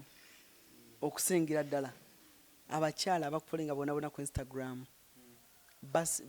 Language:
Ganda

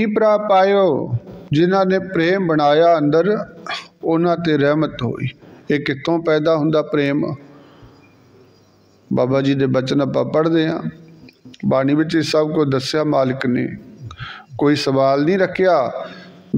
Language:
Punjabi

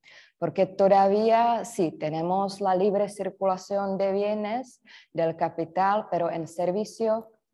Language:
Spanish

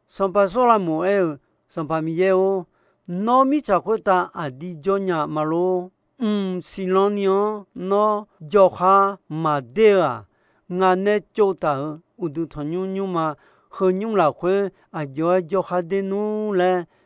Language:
Akha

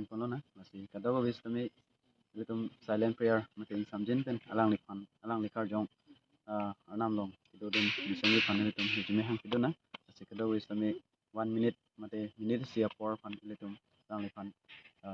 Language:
Karbi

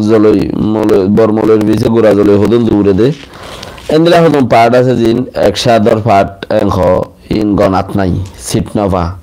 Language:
Rohingya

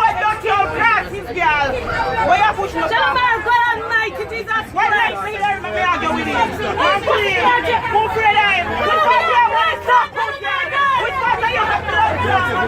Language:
Jamaican Creole English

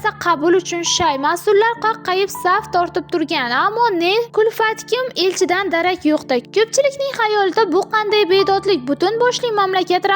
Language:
Uzbek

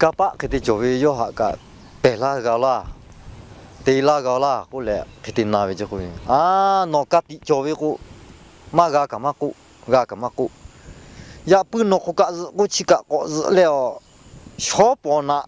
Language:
Lahu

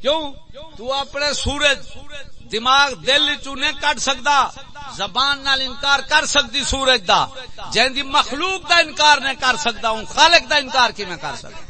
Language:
Saraiki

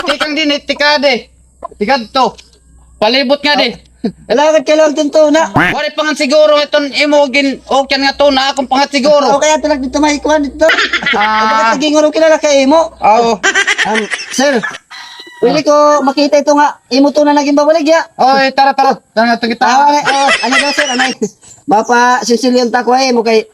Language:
Waray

